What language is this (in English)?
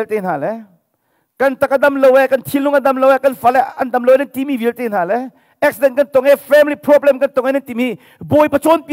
Hakha Chin